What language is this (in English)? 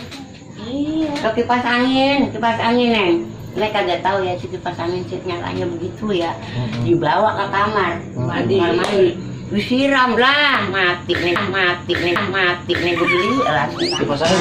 Betawi